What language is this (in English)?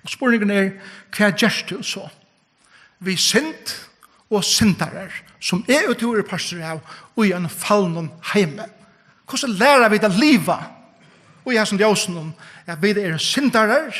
Faroese